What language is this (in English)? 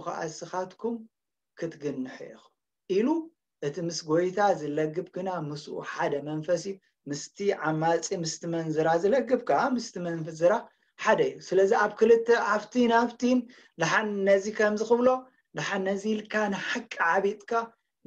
Tigrinya